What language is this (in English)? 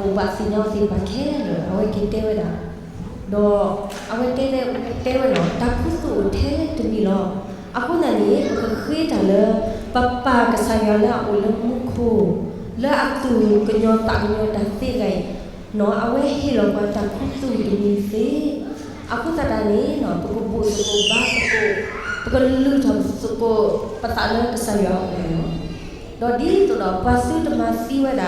S'gaw Karen